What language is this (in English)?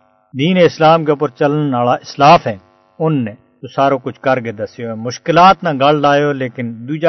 Gujari